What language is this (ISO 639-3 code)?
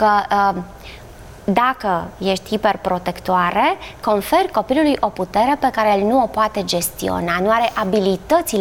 ron